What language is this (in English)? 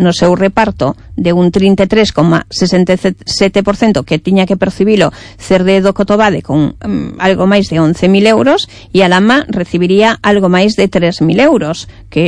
Galician